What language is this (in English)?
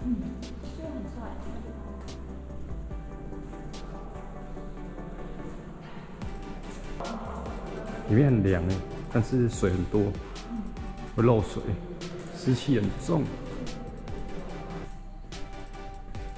Chinese